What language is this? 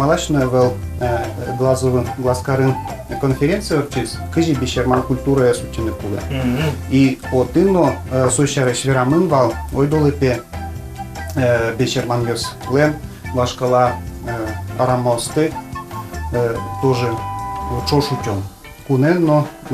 Udmurt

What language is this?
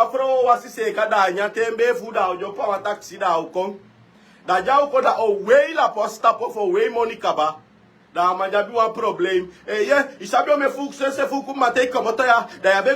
Sranan Tongo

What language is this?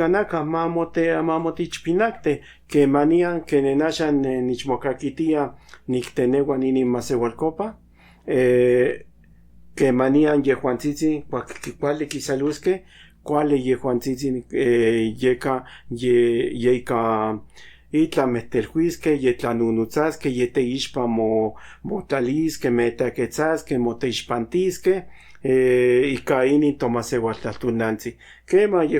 Central Nahuatl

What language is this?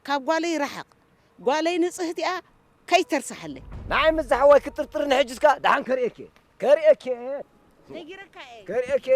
Tigrinya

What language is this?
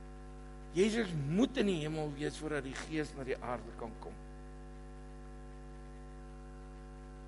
Afrikaans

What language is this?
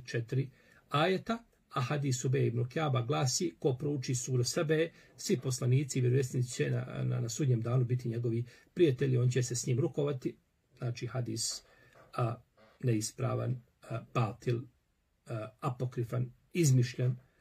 Bosnian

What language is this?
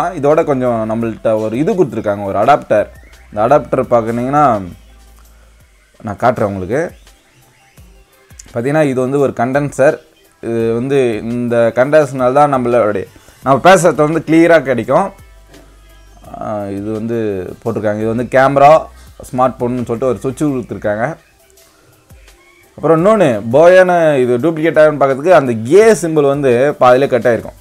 Tamil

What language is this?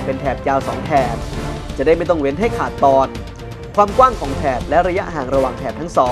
Thai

